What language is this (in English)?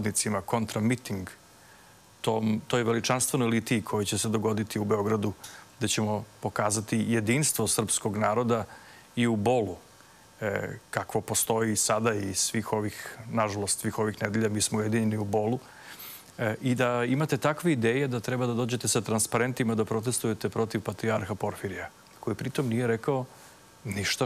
Serbian